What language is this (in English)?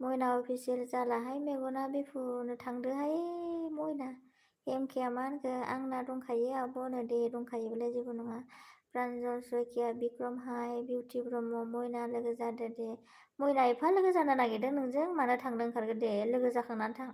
Bodo